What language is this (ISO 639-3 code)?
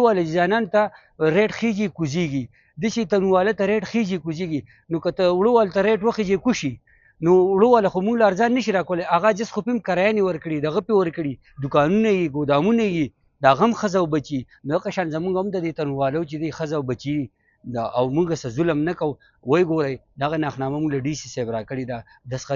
pus